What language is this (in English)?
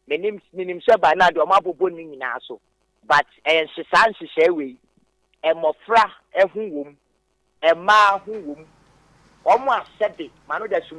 Akan